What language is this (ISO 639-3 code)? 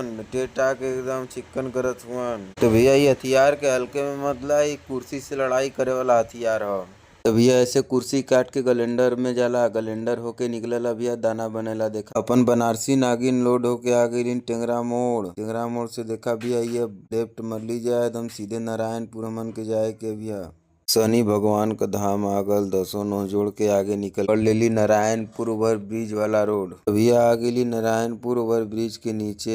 bho